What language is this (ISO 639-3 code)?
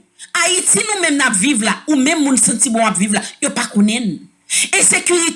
hat